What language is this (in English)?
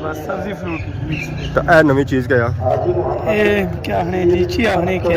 Pahari-Potwari